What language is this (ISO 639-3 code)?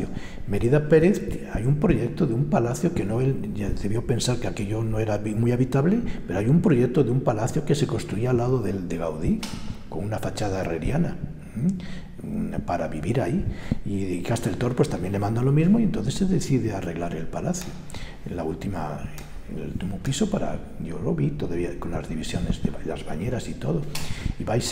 spa